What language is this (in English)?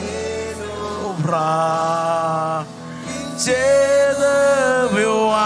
Marshallese